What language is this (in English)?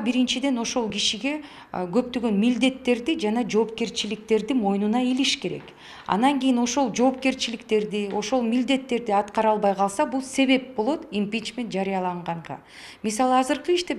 Kyrgyz